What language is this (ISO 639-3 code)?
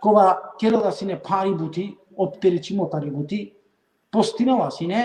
rmn